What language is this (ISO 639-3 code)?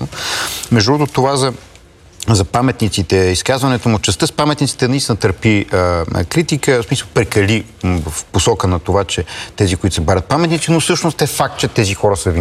bul